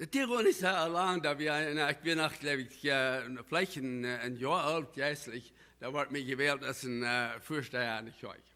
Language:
Plautdietsch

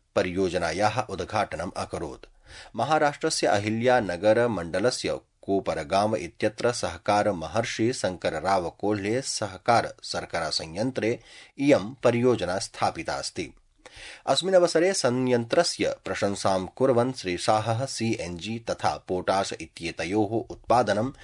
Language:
Sanskrit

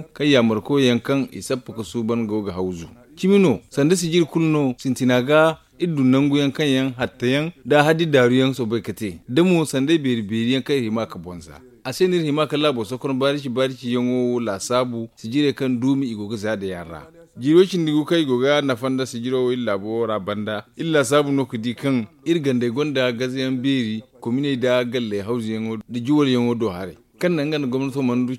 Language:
Zarma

